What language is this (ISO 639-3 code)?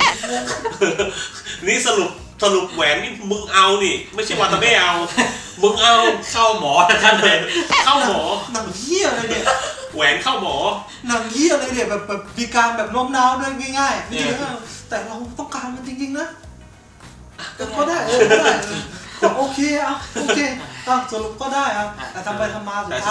tha